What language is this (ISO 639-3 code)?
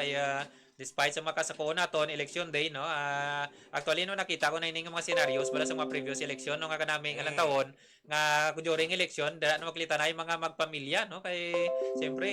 hil